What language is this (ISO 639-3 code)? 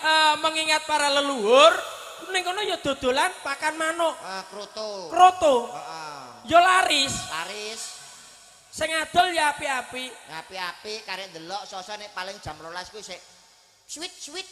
jav